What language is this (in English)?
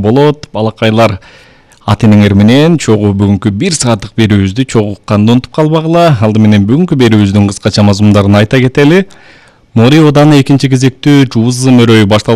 Kyrgyz